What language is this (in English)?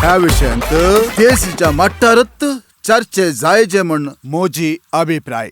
Konkani